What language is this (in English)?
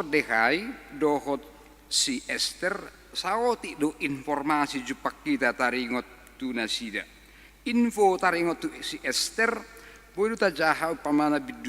Batak Toba